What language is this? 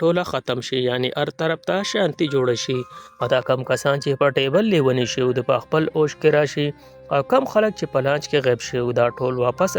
Pashto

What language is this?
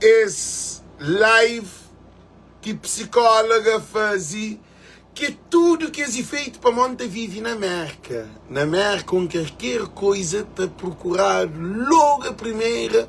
Kabuverdianu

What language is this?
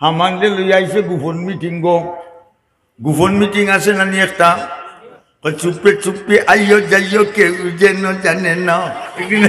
Sylheti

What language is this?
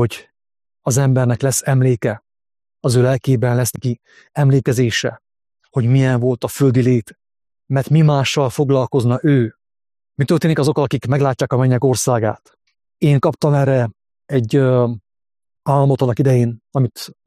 Hungarian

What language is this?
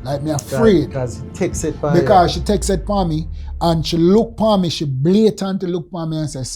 Jamaican Creole English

